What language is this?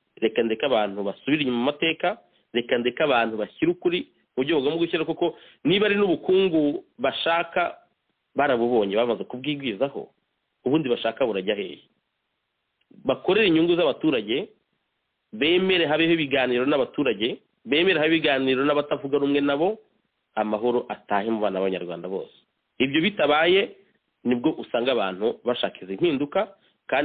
Kinyarwanda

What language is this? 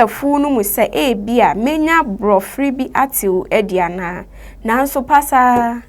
Akan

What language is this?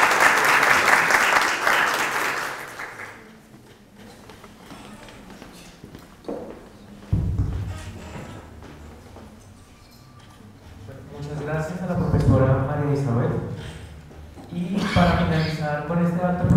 Spanish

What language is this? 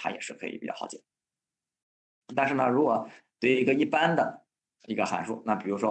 Chinese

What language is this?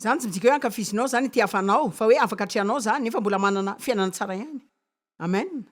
Malagasy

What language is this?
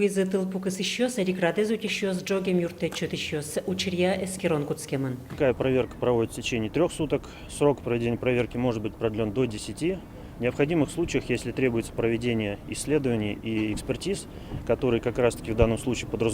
Udmurt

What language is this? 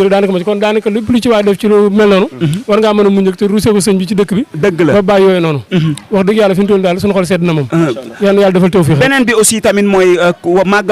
Wolof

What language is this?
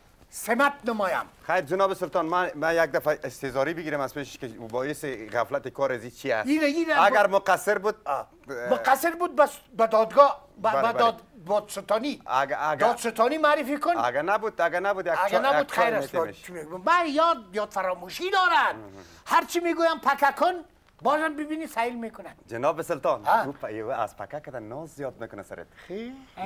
Persian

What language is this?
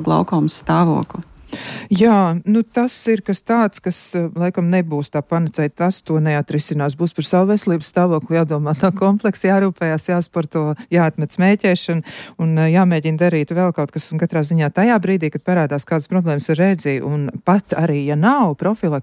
Latvian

